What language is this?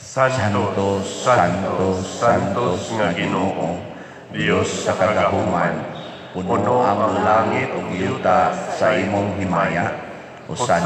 Cebuano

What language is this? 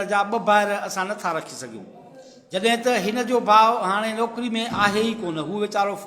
Sindhi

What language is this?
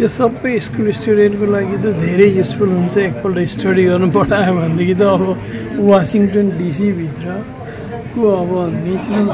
Nepali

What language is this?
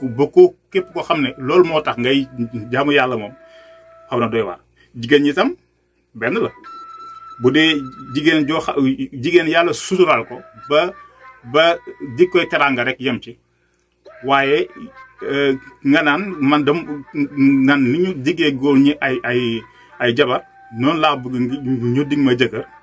Wolof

